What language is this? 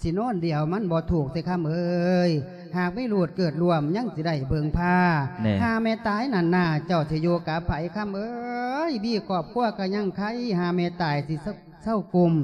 Lao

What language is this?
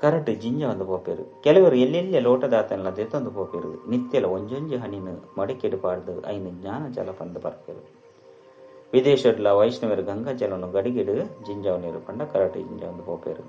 Tulu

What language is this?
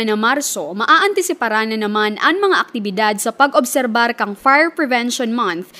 Bikol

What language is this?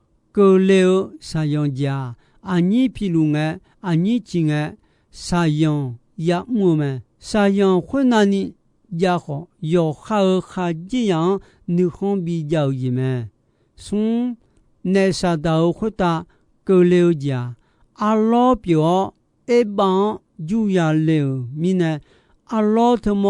Akha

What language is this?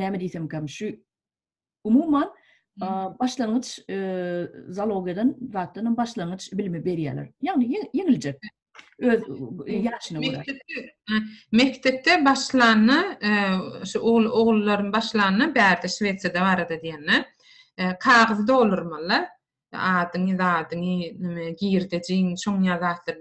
Turkmen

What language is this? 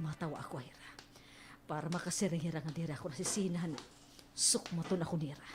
Waray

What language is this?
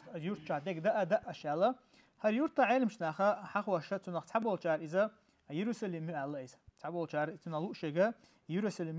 Chechen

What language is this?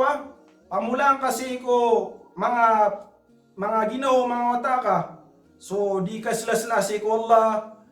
Maranao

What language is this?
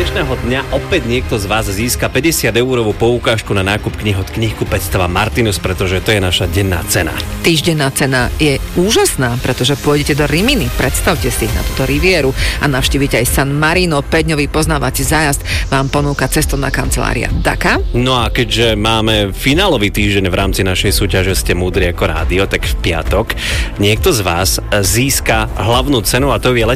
Slovak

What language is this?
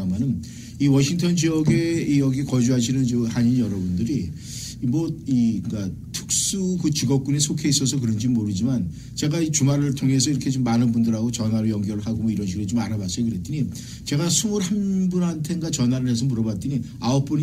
Korean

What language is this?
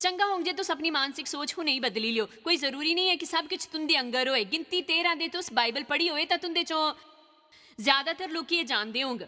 Dogri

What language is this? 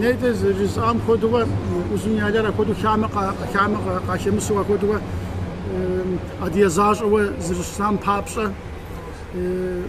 Kabardian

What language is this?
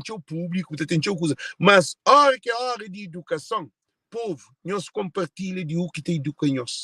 Kabuverdianu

